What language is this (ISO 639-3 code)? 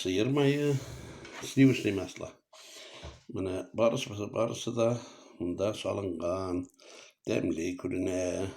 tat